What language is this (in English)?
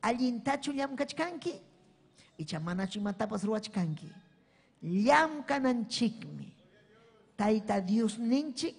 Ayacucho Quechua